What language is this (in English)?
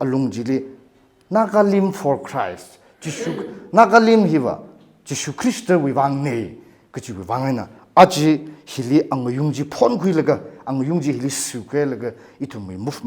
Tangkhul Naga (India)